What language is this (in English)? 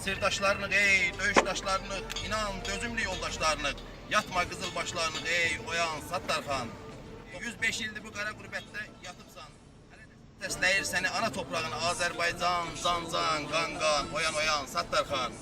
South Azerbaijani